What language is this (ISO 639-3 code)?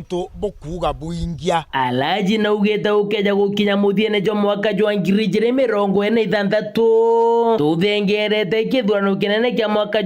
mer